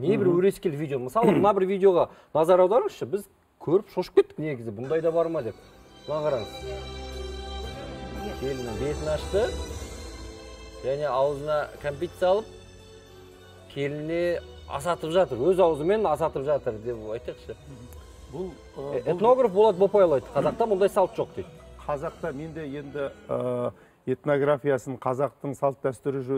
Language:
Kazakh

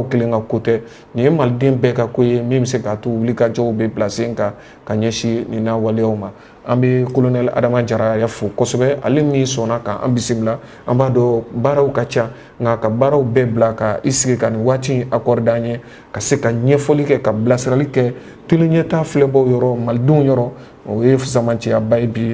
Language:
Bambara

